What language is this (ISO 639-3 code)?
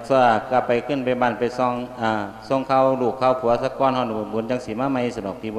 lao